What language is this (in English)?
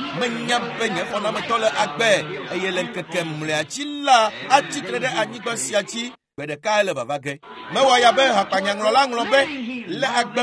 Ewe